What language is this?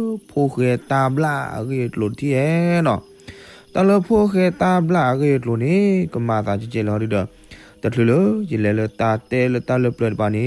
S'gaw Karen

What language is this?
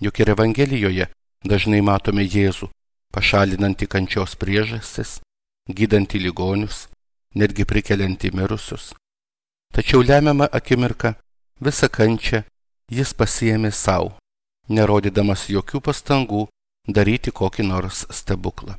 Lithuanian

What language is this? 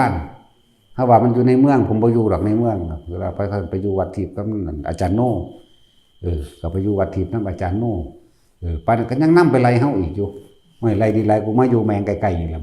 Northeastern Thai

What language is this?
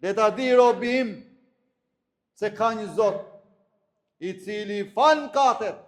Albanian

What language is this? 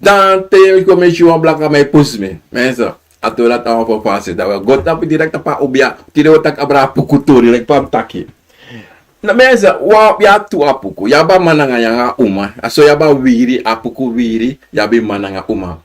Sranan Tongo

